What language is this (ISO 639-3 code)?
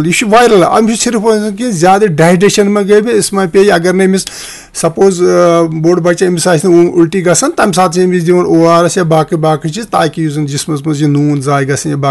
kas